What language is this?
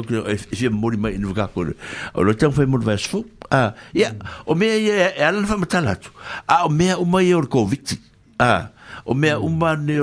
Samoan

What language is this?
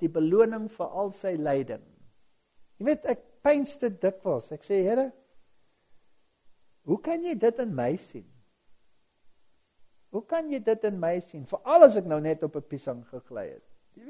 Afrikaans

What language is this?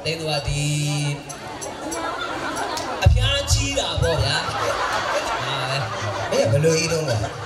Burmese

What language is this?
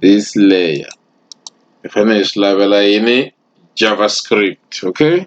Tsonga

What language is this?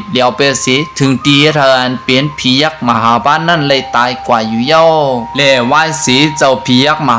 Shan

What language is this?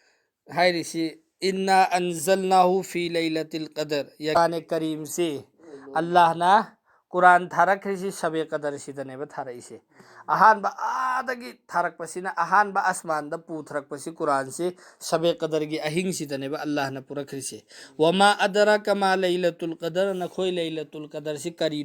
Manipuri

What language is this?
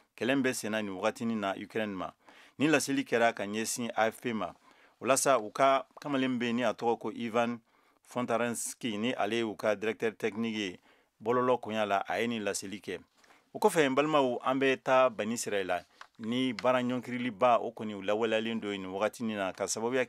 Bambara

